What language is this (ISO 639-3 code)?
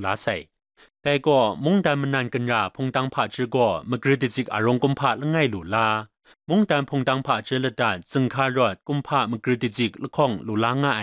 kac